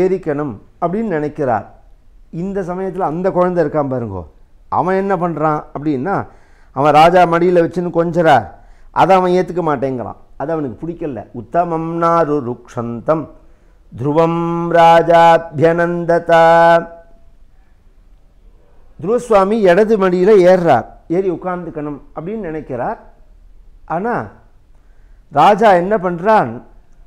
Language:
Tamil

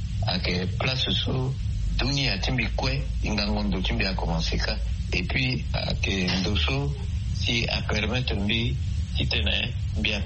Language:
Sango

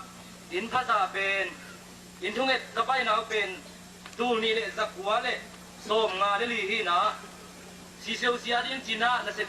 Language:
Tedim Chin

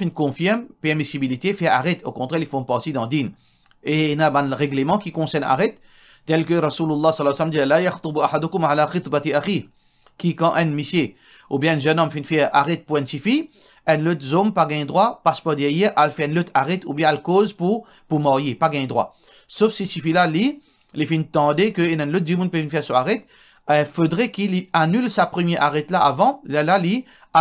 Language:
Morisyen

